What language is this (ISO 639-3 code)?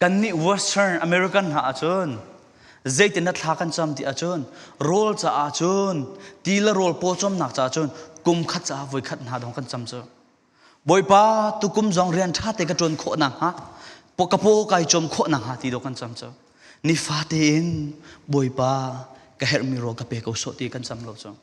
cfm